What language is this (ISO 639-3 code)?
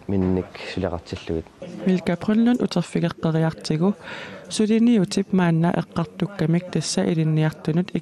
kal